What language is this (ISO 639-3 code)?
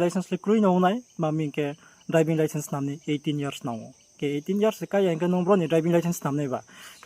ria